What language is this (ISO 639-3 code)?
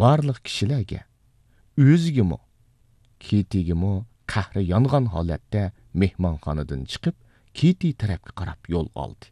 uig